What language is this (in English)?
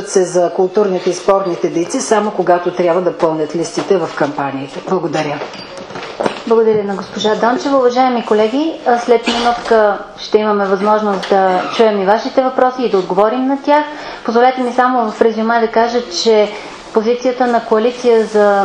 Bulgarian